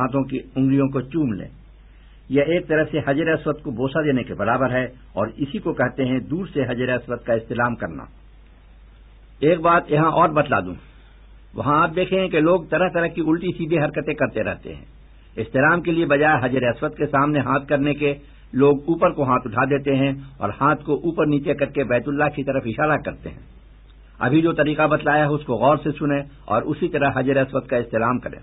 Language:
Urdu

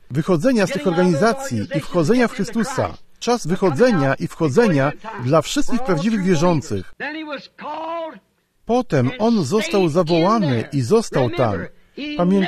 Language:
Polish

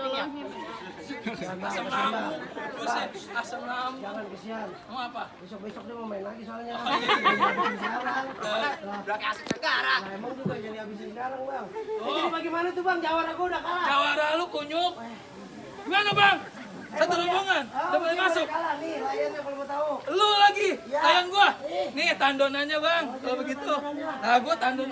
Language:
Betawi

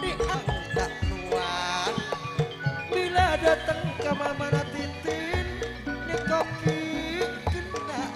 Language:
Madurese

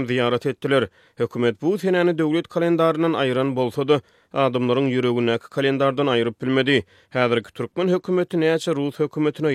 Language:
Turkmen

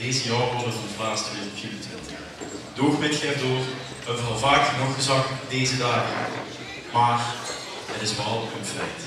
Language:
Limburgish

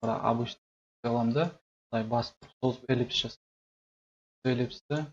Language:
Kazakh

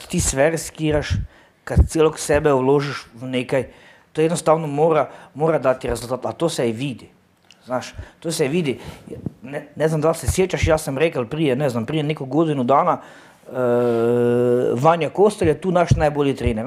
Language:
Croatian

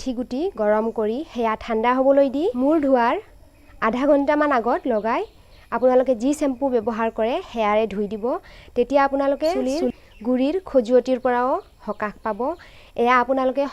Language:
Assamese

